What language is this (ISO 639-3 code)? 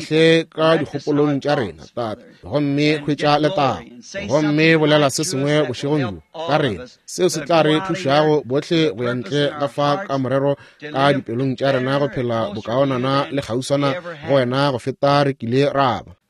nso